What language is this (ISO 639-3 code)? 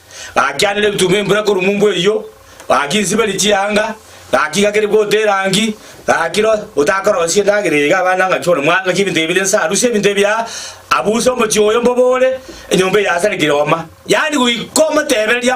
guz